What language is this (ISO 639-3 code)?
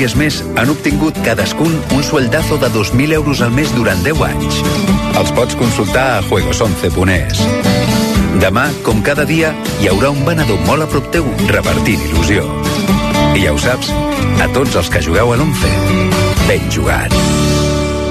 cat